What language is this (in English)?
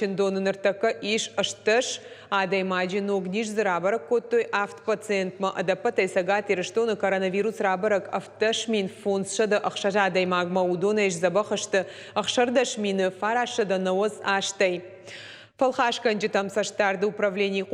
Ossetic